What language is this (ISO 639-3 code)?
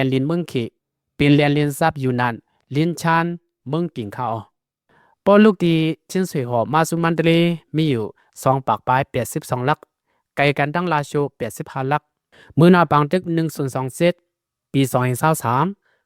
lao